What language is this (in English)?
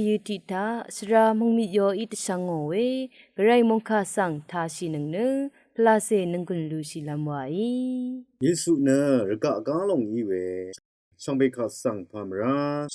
Rawang